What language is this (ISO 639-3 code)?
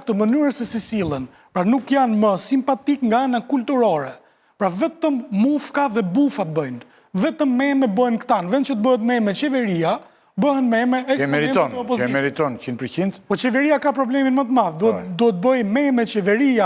sqi